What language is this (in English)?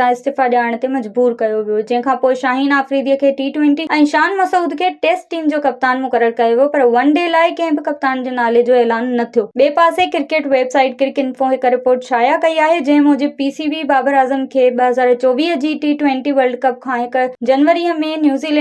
Sindhi